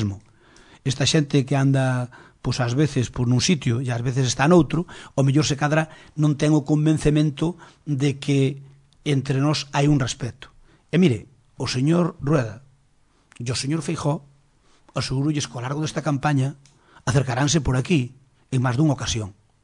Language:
Galician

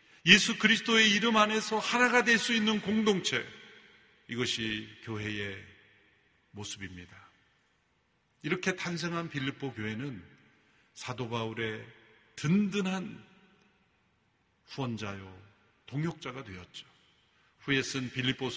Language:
Korean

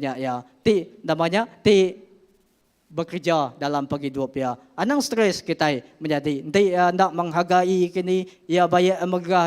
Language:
Iban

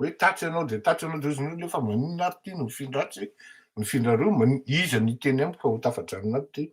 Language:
Malagasy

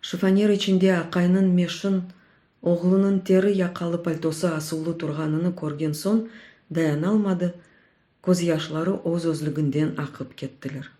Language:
Crimean Tatar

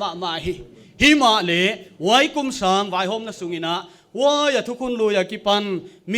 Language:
Paite Chin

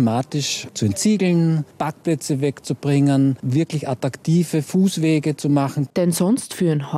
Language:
German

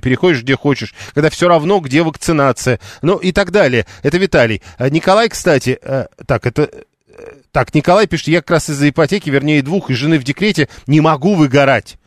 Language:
Russian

